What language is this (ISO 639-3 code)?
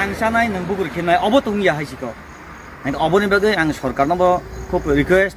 trp